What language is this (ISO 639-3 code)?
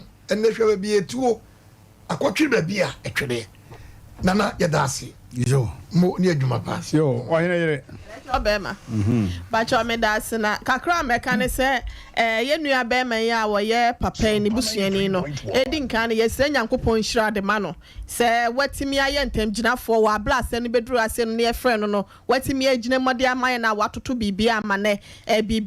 aka